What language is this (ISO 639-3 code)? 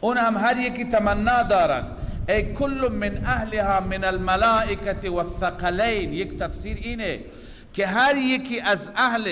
fas